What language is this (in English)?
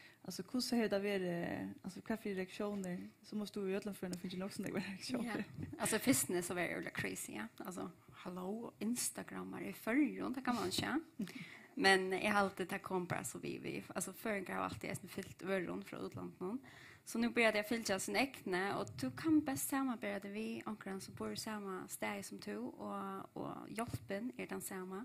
Faroese